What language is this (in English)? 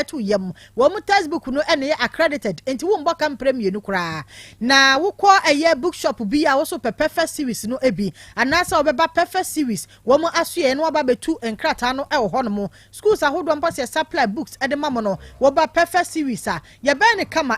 Akan